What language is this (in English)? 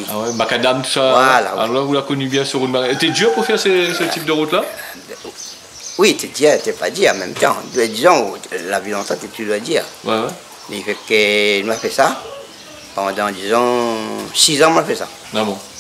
Réunion Creole French